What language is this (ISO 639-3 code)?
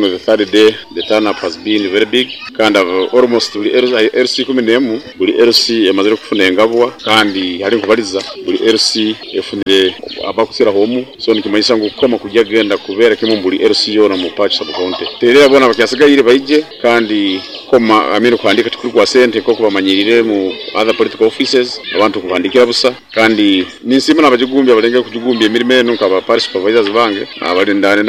nyo